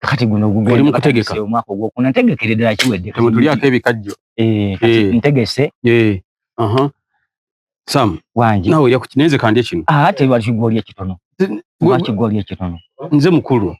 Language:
Ganda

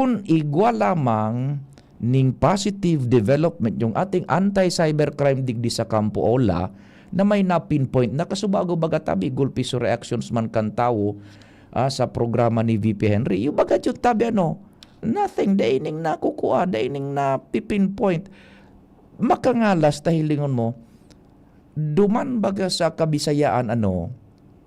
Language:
Bikol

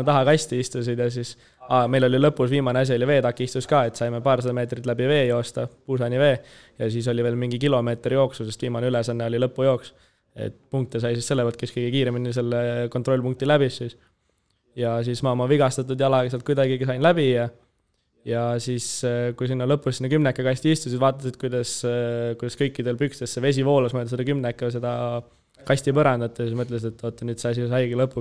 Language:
Estonian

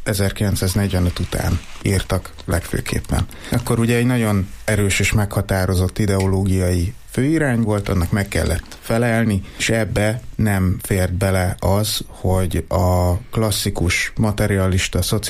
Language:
Hungarian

